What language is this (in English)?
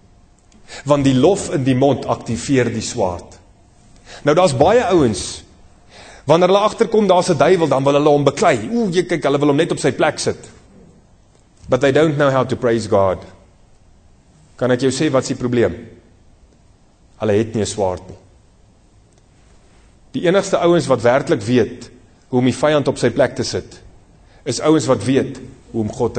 Afrikaans